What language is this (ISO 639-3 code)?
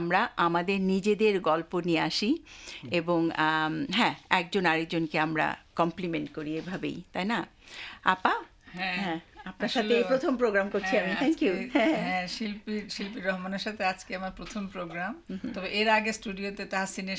ben